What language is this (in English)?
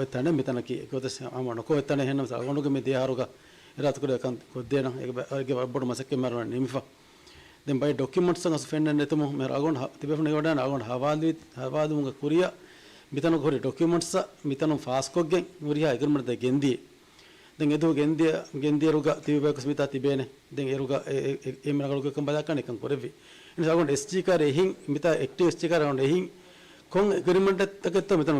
Divehi